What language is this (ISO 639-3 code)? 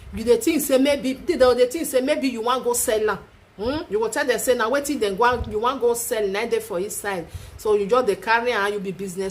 pcm